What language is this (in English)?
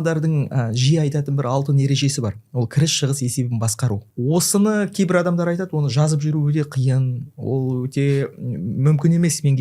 Kazakh